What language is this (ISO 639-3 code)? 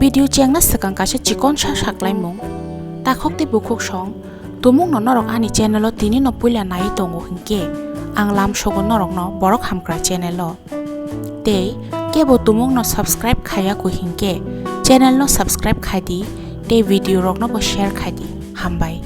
trp